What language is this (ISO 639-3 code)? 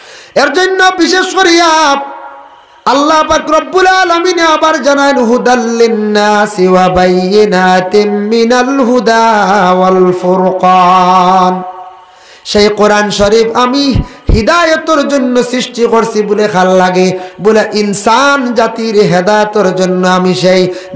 syl